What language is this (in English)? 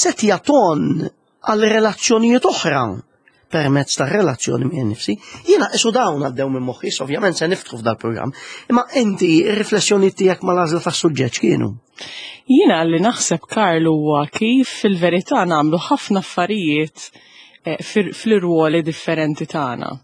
Maltese